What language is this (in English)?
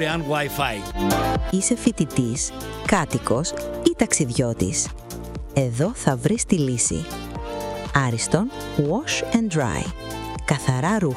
Greek